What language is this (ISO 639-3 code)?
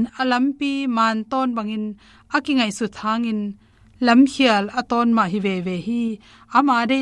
ctd